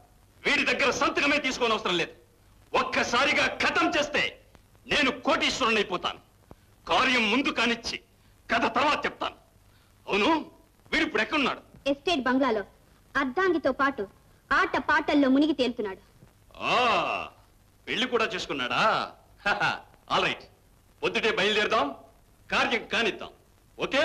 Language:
Telugu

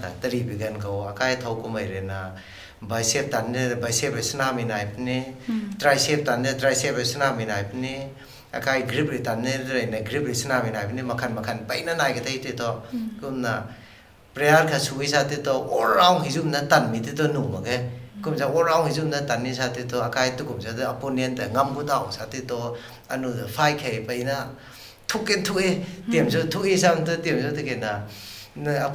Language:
Rongmei Naga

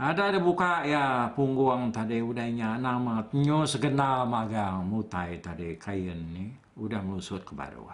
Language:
Iban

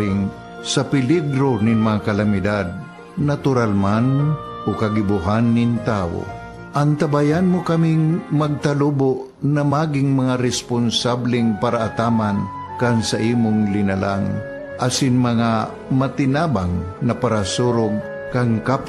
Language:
Bikol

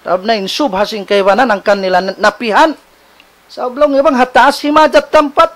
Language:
Tausug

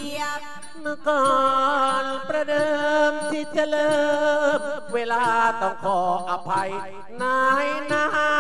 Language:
Thai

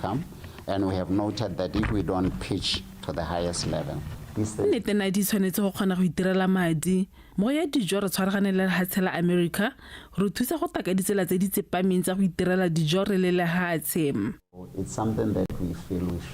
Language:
Tswana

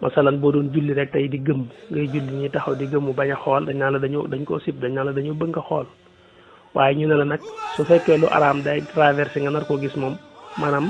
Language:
Wolof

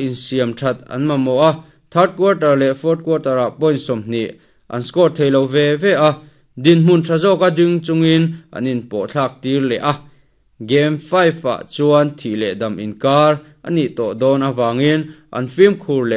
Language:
Mizo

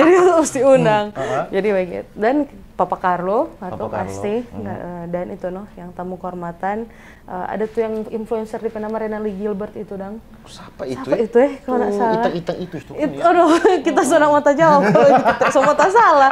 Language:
Manado Malay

